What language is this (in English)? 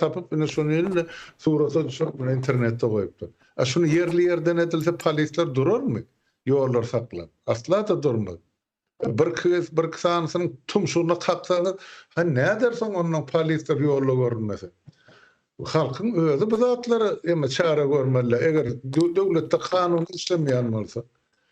Turkmen